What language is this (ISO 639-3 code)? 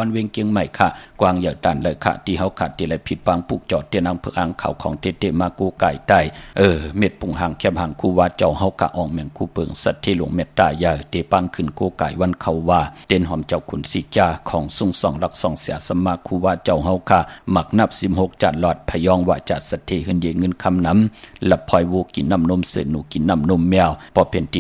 shn